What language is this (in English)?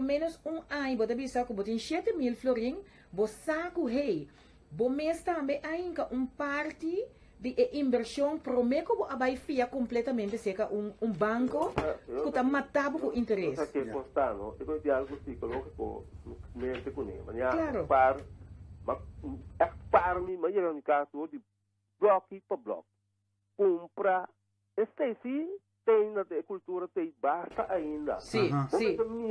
Papiamento